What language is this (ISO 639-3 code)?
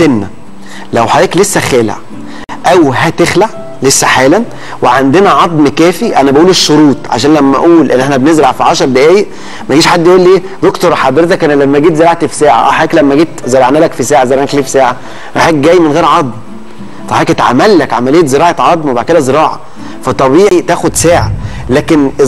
arz